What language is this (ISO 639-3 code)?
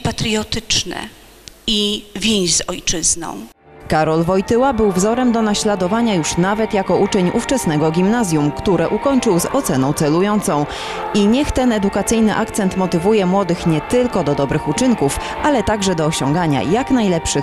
pol